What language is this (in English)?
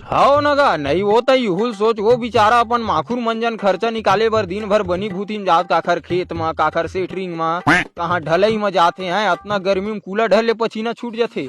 Chhattisgarhi